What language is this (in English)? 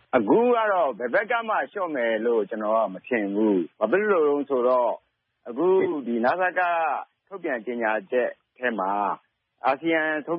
Burmese